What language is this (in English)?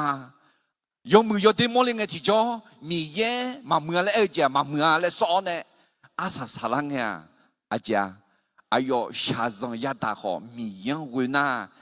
Akha